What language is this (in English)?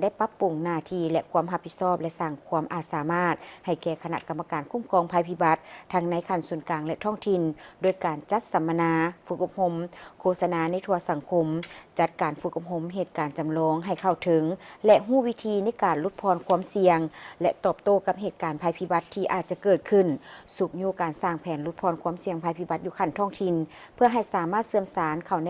Lao